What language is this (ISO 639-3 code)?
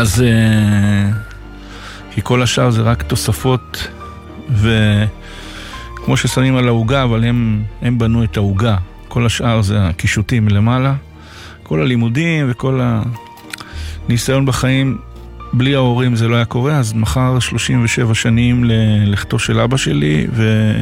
heb